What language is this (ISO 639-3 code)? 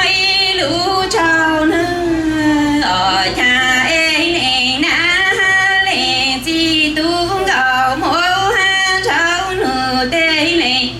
hmn